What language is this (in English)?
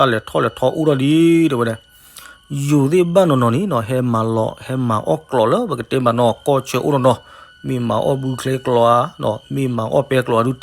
S'gaw Karen